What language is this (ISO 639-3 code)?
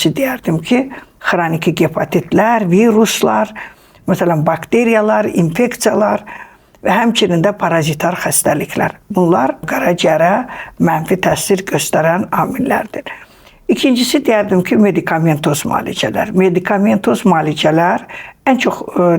aze